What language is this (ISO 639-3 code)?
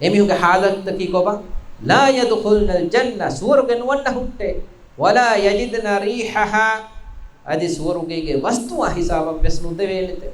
div